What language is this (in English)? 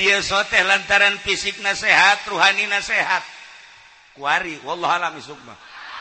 Sundanese